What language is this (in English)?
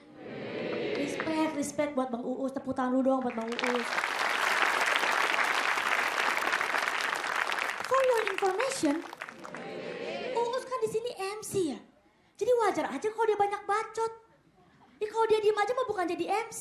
Indonesian